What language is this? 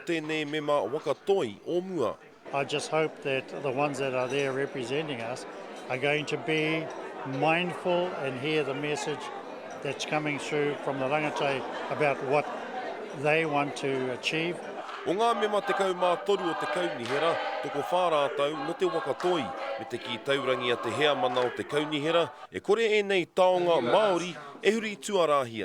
Māori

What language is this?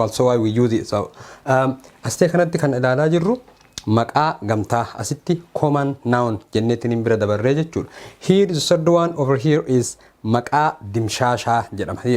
Oromo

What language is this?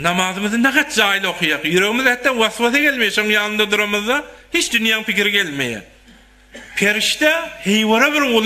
Turkmen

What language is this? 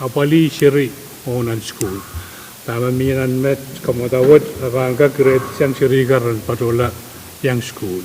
Pohnpeian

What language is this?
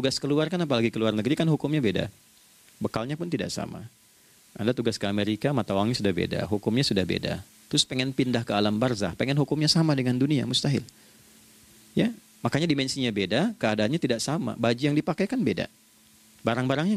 Indonesian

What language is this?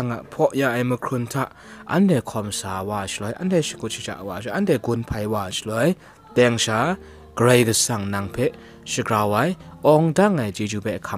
Kachin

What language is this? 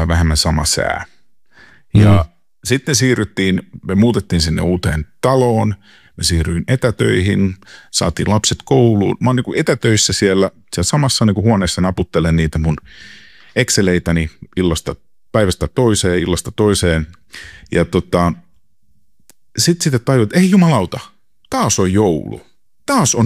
Finnish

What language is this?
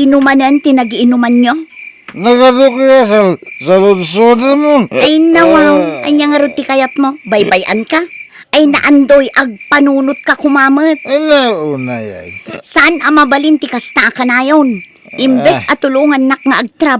Iloko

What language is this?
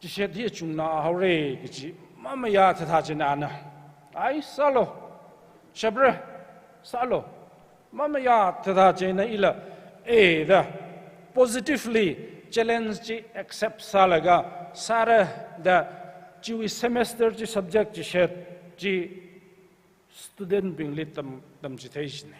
Tangkhul Naga (India)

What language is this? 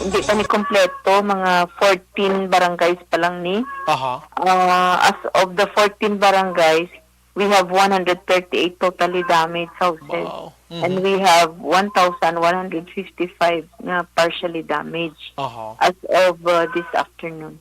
Hiligaynon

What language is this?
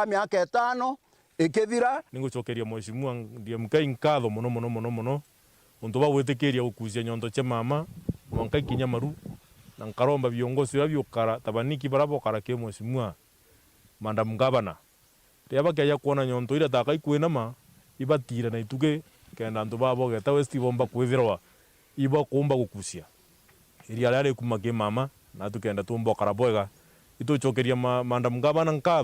Meru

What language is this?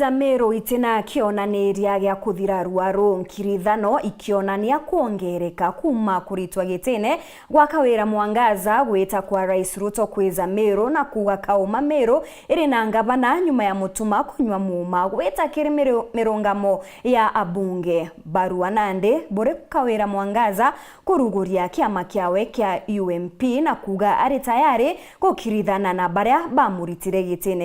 Meru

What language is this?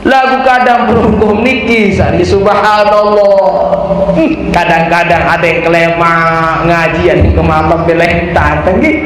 Sasak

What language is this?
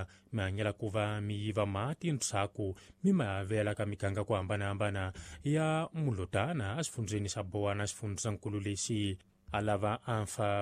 Tsonga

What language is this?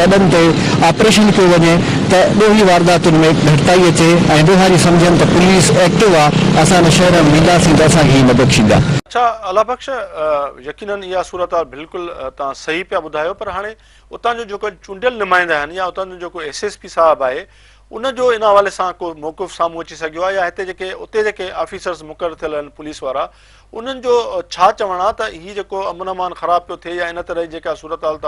Sindhi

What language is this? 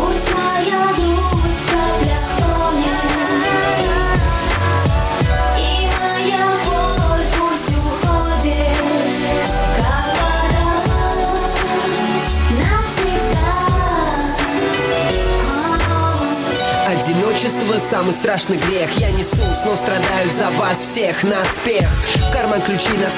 Russian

